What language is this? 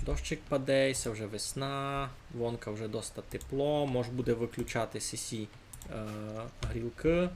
Rusyn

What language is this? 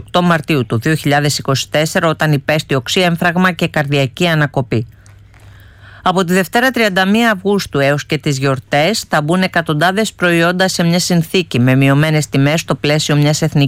Greek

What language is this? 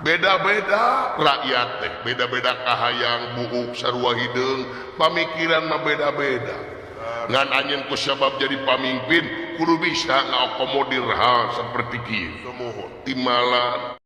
Sundanese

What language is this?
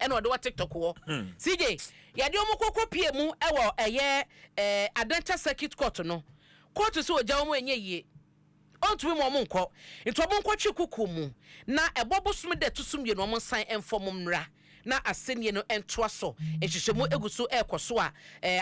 Akan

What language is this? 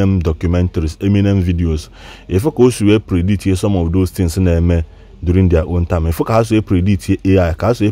Igbo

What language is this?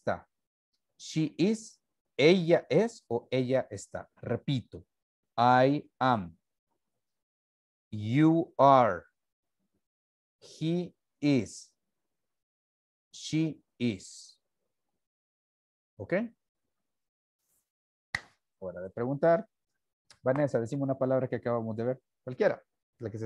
Spanish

